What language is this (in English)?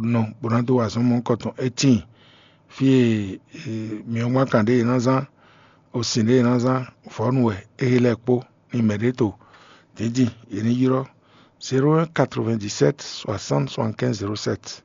Fon